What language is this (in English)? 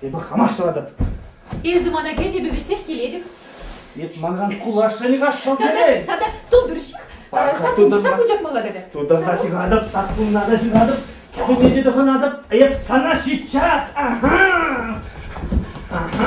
Chuvash